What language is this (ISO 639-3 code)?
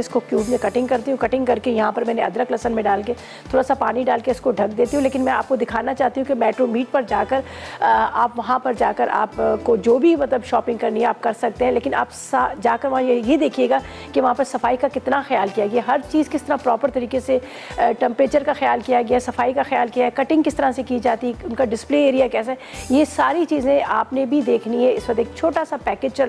hin